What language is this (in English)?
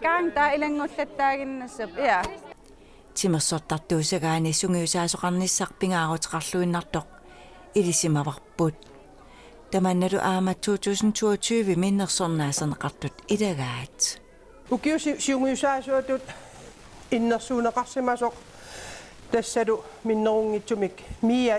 Kalaallisut